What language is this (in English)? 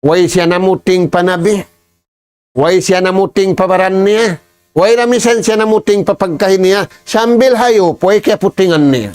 Tausug